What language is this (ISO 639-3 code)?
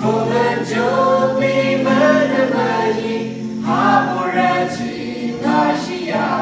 yim